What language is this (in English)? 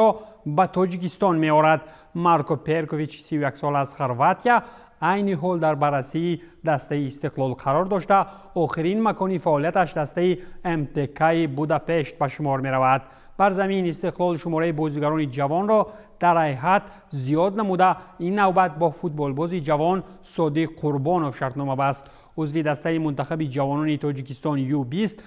Tajik